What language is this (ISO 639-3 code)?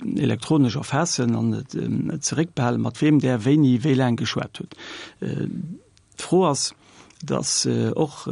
ltz